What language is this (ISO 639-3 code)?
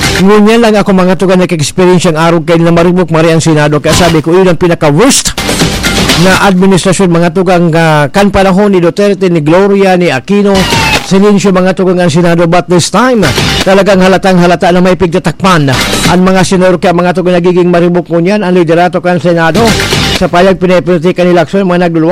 bik